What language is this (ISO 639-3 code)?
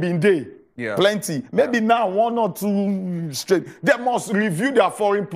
pcm